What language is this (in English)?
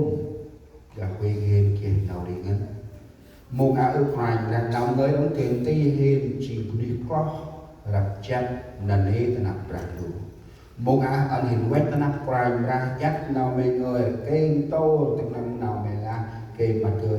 Central Mnong